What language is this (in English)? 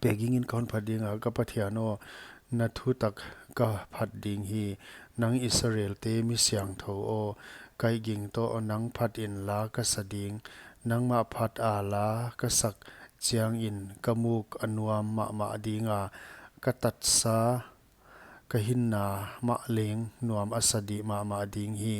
Paite Chin